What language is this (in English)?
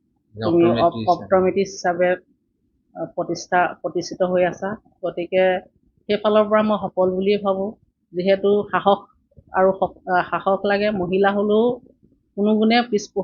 Assamese